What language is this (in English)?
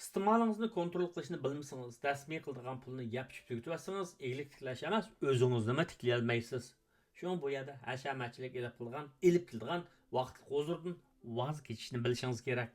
Uyghur